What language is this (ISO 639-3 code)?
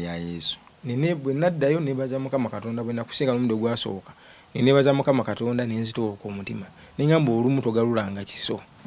lug